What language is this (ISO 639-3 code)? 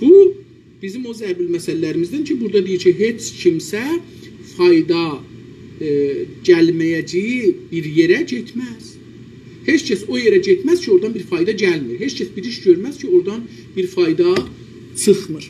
azb